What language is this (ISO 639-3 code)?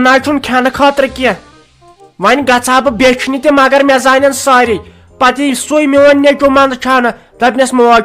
kas